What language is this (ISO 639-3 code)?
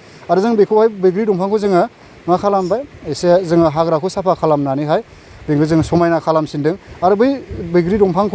brx